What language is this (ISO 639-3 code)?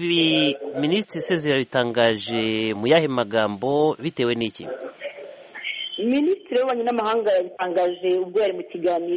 kin